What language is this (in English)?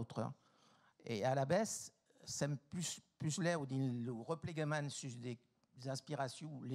Occitan